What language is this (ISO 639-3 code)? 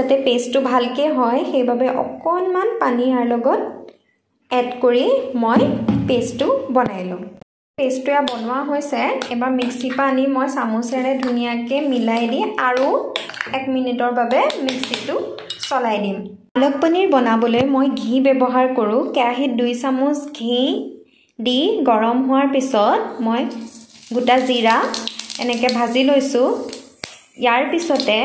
asm